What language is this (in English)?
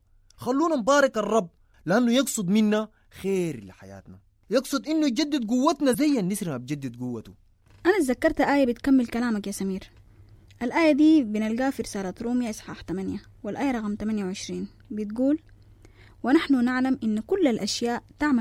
Sudanese Arabic